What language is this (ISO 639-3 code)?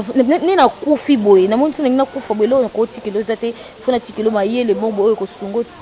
lin